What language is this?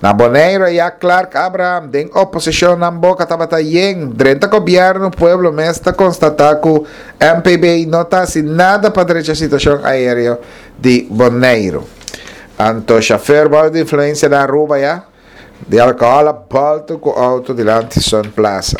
Papiamento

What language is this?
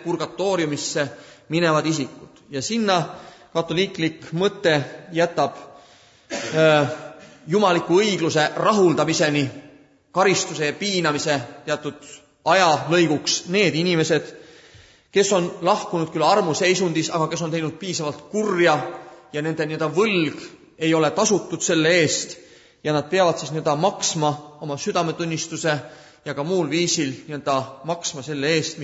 Estonian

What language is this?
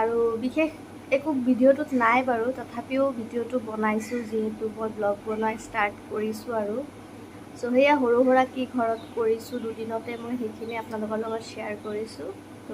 Assamese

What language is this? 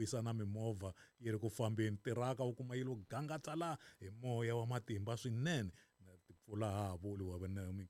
Tsonga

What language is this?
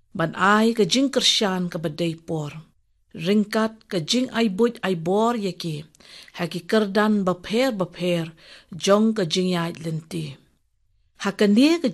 Khasi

